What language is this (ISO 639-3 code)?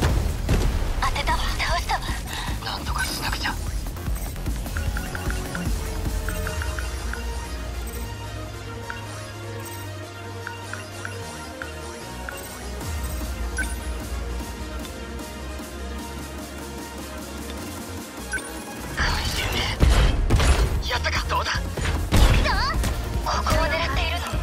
jpn